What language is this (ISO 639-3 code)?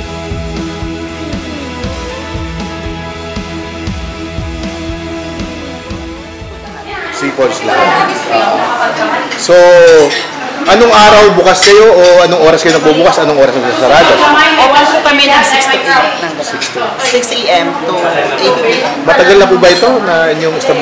fil